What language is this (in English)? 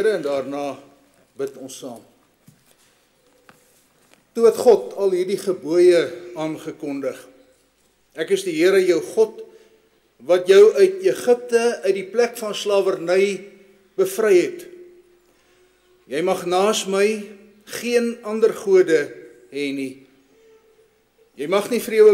Afrikaans